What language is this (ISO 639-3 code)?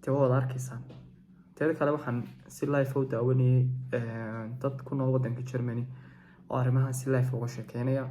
som